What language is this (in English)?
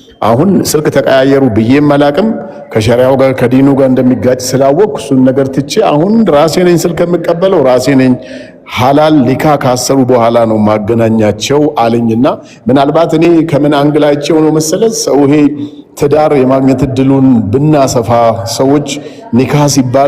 Amharic